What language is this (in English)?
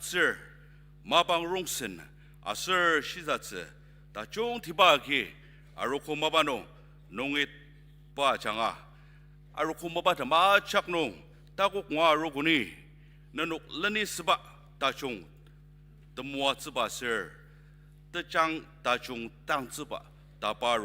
Ao Naga